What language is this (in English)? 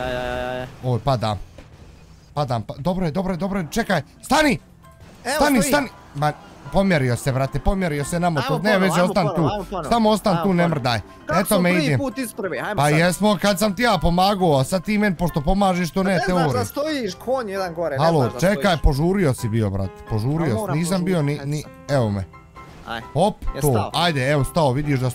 Bosnian